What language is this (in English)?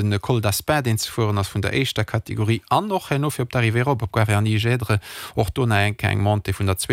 Luxembourgish